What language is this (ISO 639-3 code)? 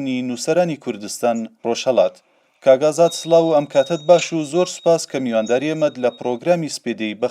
ckb